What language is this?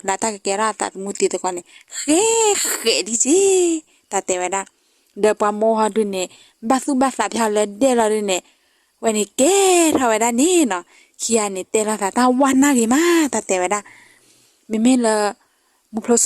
S'gaw Karen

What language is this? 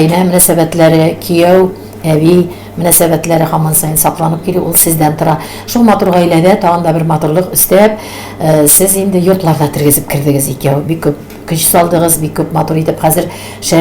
Tatar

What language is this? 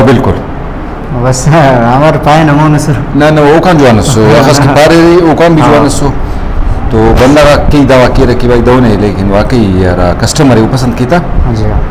Brahui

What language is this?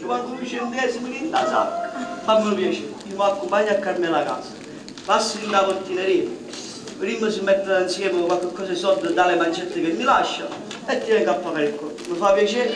Neapolitan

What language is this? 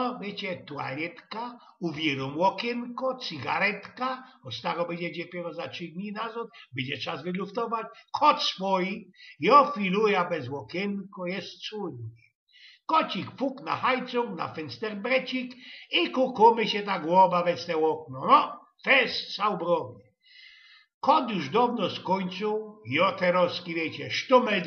Silesian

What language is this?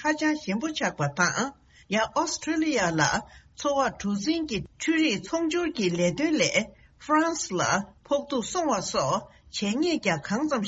Tibetan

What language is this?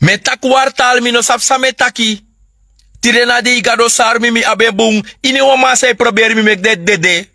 Sranan Tongo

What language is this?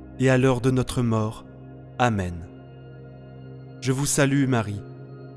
French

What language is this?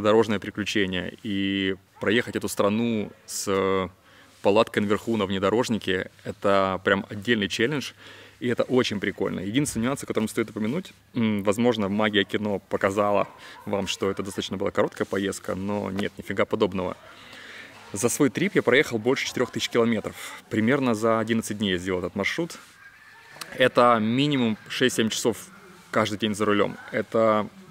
Russian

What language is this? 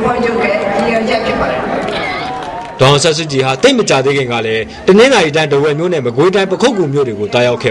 Burmese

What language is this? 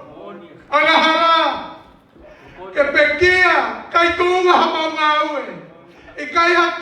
Tongan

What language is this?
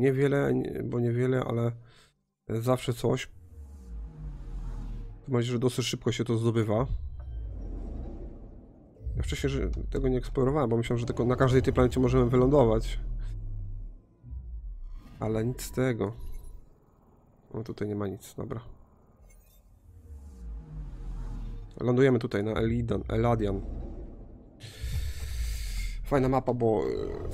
Polish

